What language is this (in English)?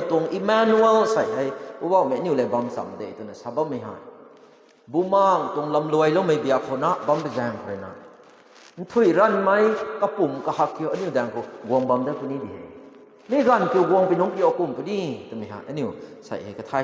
Rongmei Naga